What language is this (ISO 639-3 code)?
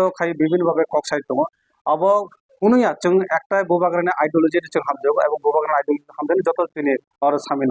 trp